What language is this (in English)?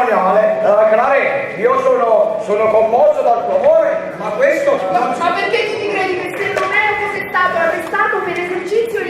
Neapolitan